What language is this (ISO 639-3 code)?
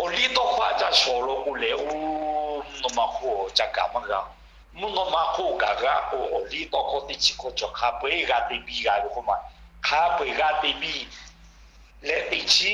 lhu